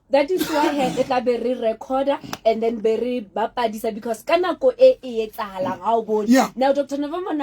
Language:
Southern Sotho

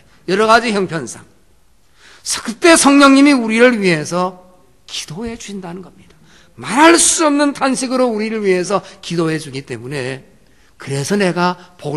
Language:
Korean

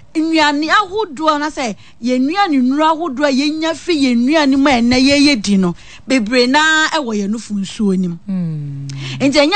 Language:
Akan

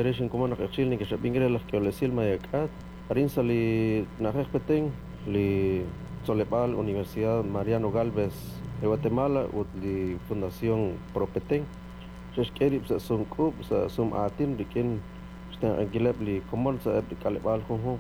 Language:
Kekchí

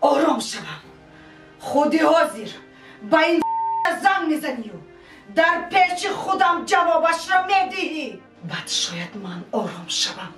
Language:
Tajik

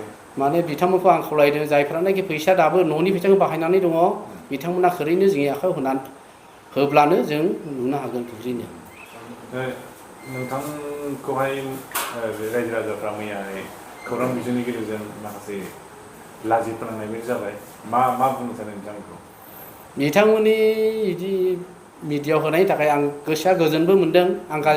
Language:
Bodo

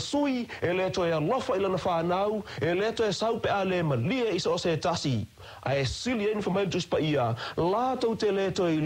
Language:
Samoan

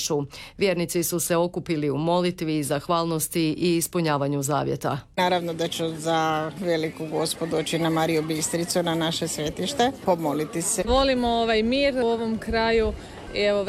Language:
Croatian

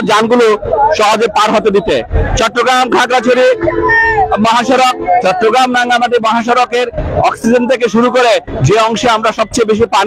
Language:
Bangla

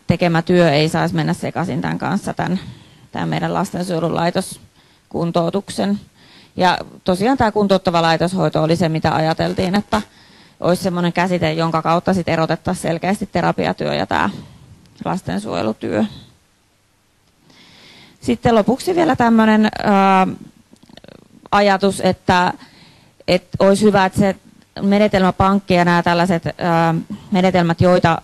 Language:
Finnish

